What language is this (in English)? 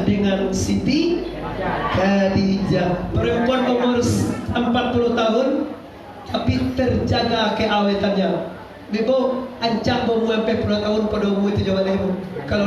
Minangkabau